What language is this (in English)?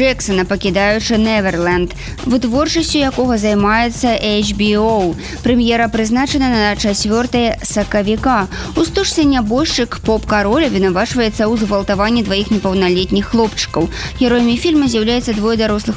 Belarusian